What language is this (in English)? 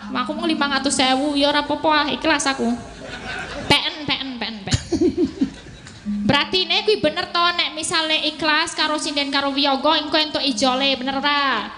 Javanese